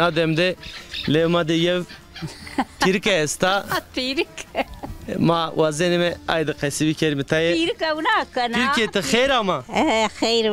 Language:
Zaza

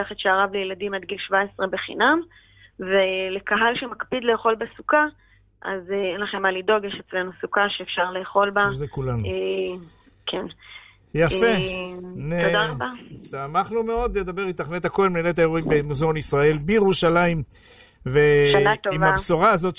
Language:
Hebrew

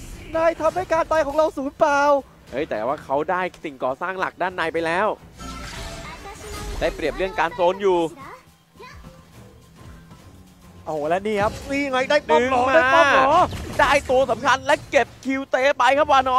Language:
Thai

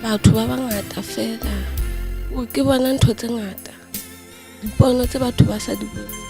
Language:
Southern Sotho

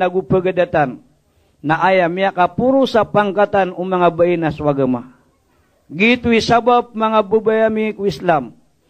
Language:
Maranao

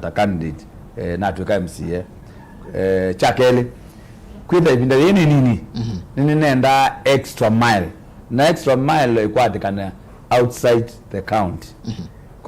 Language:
Kamba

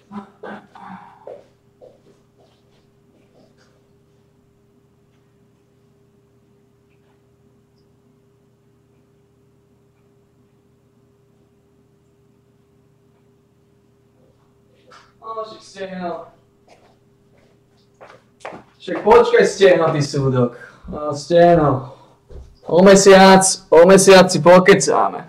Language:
Slovak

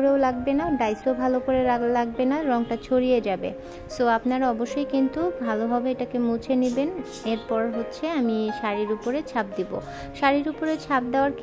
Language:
Bangla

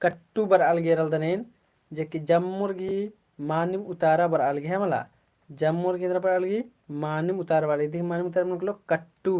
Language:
Kurukh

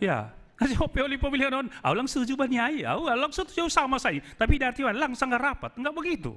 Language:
Batak Simalungun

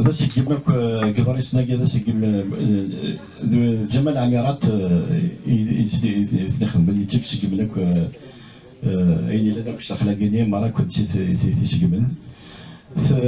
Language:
Kabyle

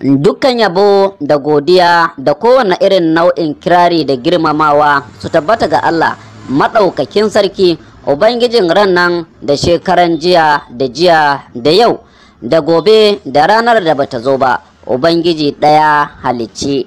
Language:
Hausa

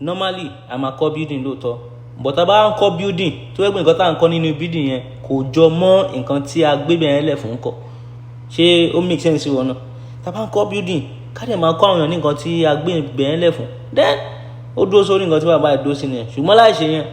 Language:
Yoruba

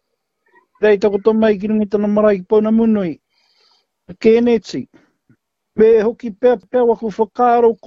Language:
Māori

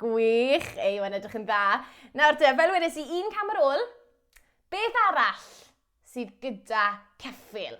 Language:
Welsh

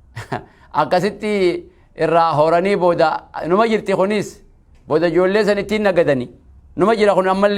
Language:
Oromo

